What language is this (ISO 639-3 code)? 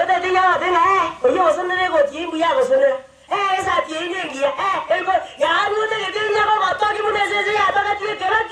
guz